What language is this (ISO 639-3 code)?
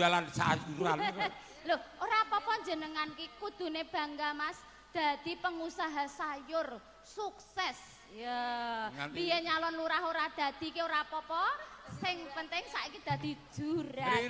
jav